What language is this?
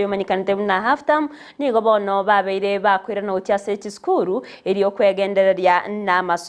Gusii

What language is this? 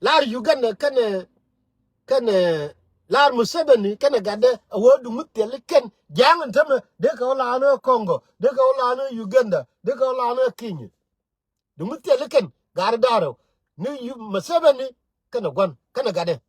Nuer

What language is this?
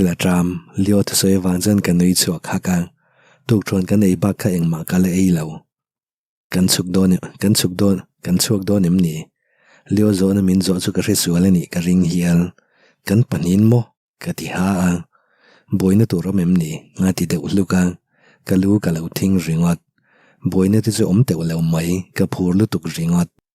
Mizo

